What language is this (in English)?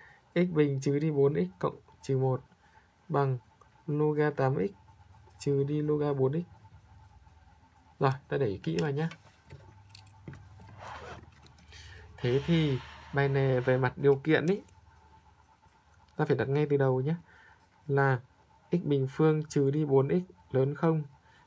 Vietnamese